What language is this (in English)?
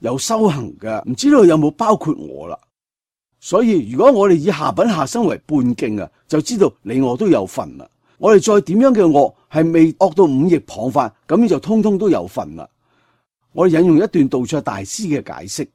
Cantonese